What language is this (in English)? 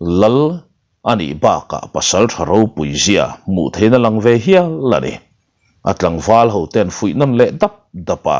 Mizo